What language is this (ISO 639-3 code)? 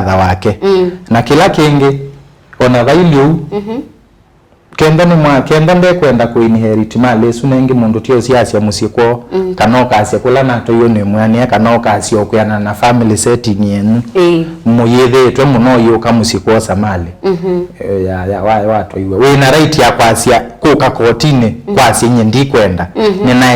kam